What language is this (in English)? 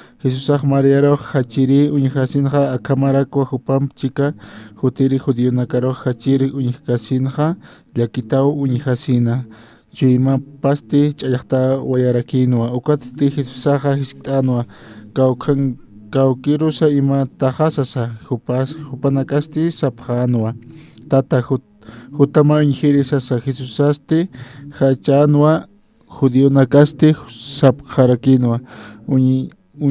Aymara